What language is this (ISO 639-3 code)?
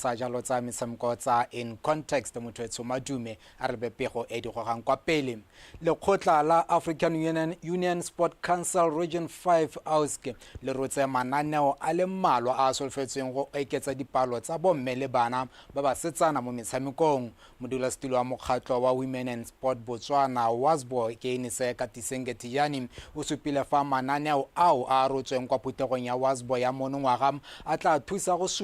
tsn